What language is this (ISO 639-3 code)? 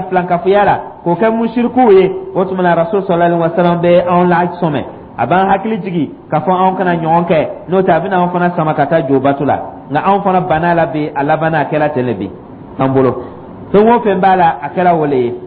dyu